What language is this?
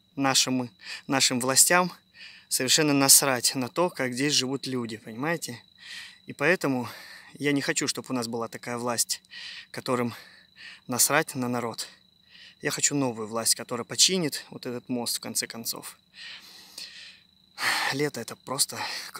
Russian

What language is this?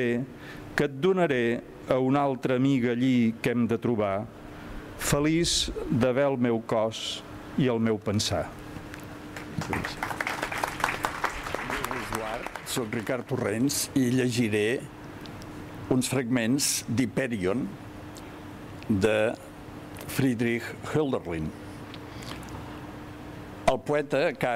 Catalan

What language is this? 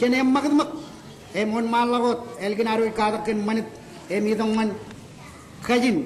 Marshallese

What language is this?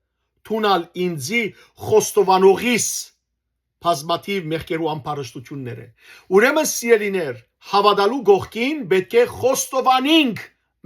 Western Armenian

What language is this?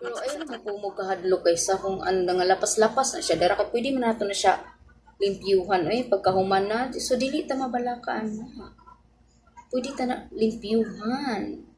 Cebuano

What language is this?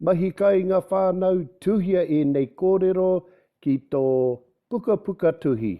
Māori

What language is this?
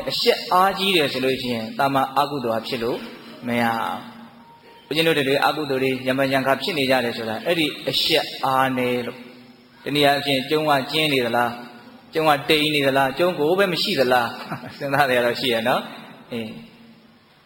Burmese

